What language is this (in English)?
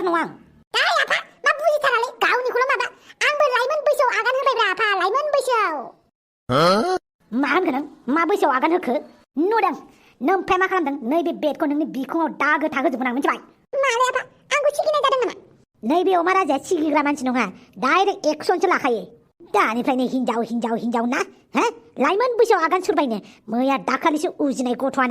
Bodo